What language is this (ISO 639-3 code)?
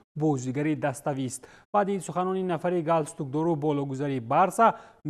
tgk